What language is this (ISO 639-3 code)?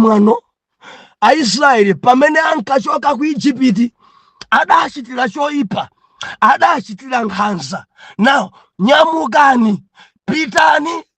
nya